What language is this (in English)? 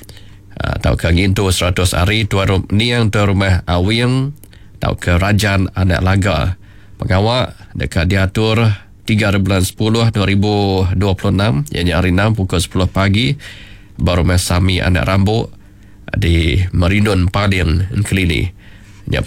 Iban